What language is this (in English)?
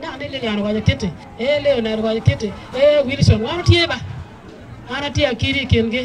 Acoli